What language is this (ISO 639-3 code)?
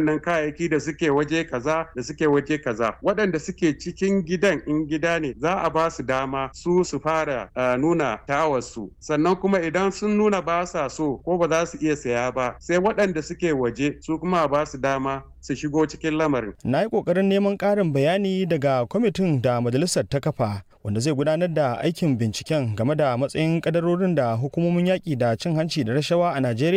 hau